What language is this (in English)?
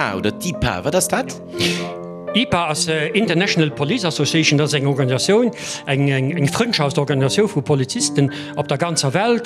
Luxembourgish